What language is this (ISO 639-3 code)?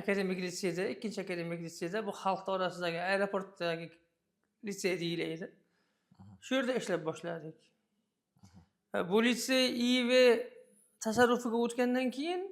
uzb